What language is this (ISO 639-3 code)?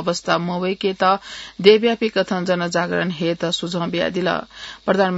new